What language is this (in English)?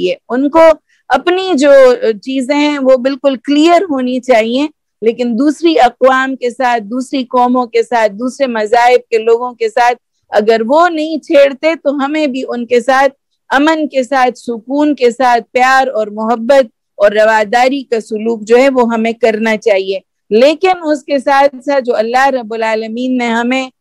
Urdu